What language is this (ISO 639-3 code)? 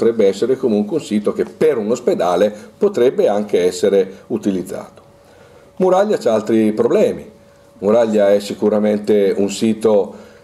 ita